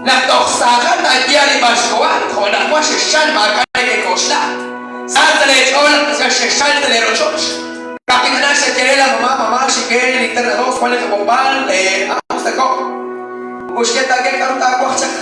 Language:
Kekchí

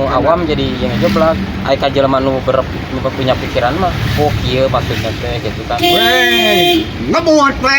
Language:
Sundanese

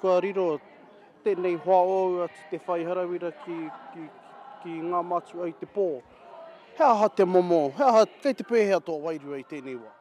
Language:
Māori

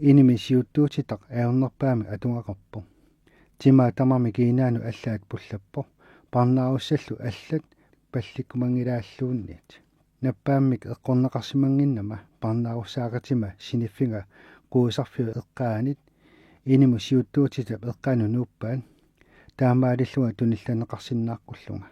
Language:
Kalaallisut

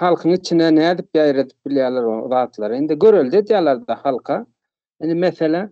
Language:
Turkmen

